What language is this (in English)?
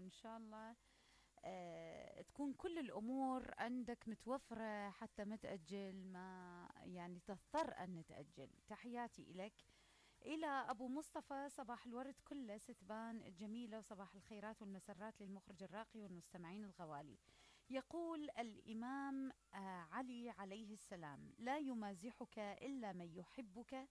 Mesopotamian Arabic